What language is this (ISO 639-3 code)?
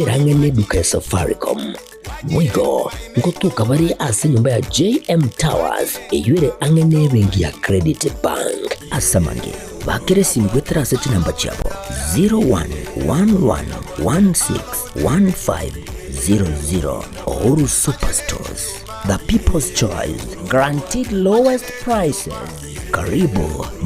guz